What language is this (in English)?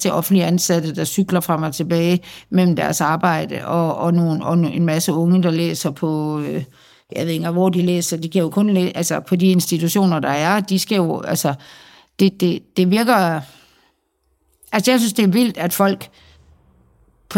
Danish